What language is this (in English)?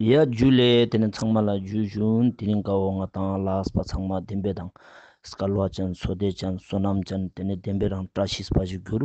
Ladakhi